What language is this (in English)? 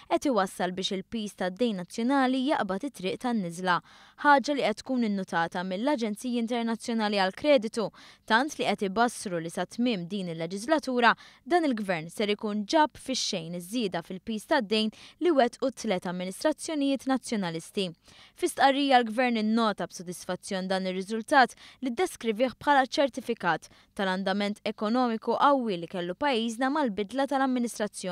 Maltese